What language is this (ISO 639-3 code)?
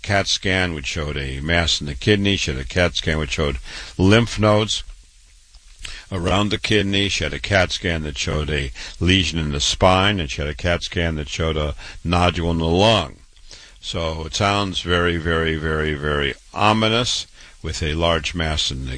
eng